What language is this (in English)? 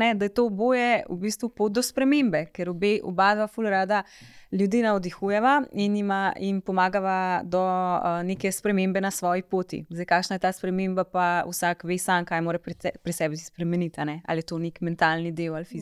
Slovenian